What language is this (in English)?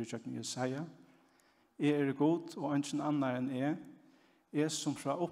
Faroese